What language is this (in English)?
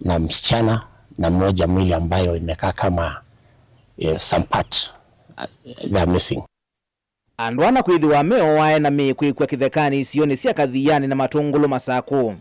Kamba